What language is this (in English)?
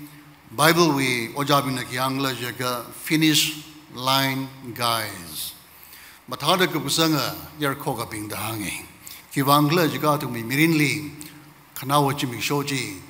Tangkhul Naga (India)